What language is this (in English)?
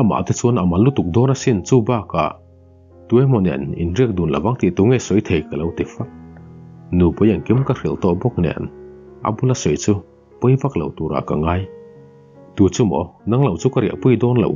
Mizo